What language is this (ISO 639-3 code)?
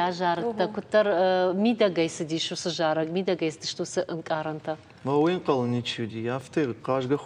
oss